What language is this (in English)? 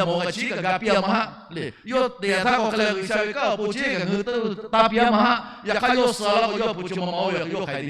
Lahu